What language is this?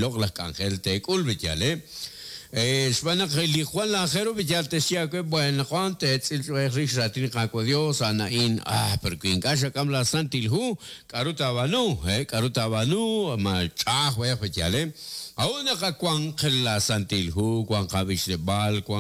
Kekchí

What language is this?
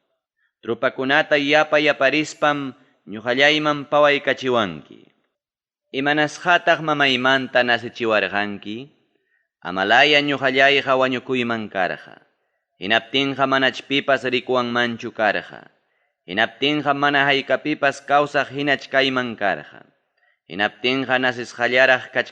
Ayacucho Quechua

